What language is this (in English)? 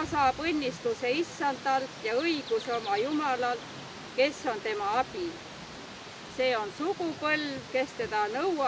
Estonian